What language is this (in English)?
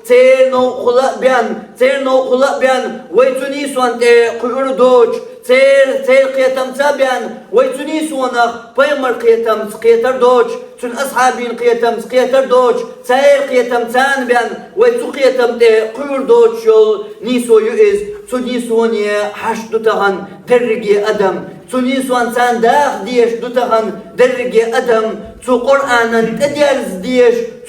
Chechen